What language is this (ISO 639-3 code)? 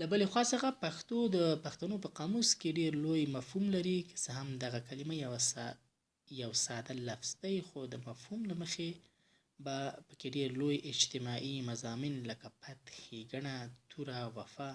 pus